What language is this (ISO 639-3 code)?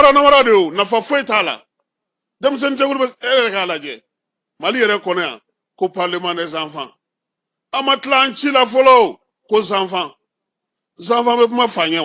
bam